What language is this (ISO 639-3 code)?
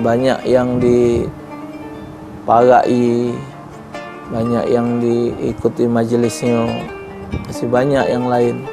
mui